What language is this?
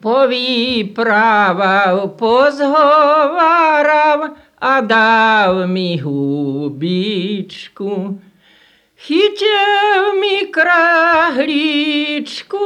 Polish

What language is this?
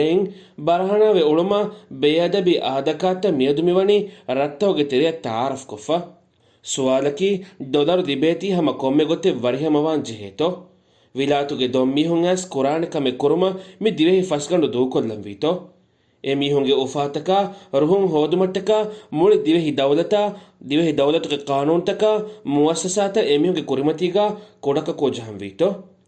Divehi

